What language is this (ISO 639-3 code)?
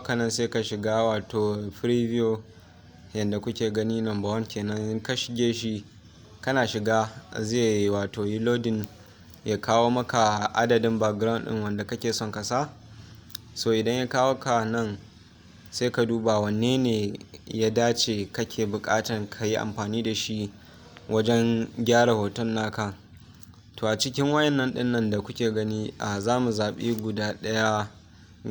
hau